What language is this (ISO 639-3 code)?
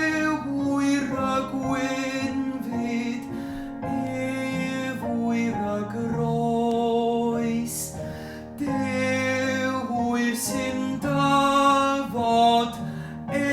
cym